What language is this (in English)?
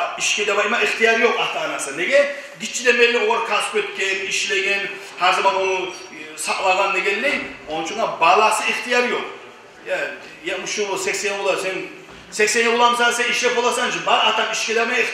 Kumyk